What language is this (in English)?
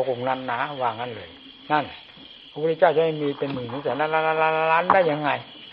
Thai